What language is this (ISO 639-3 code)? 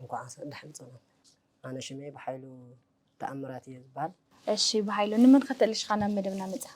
tir